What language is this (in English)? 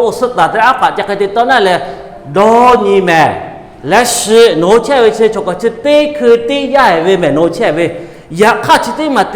Lahu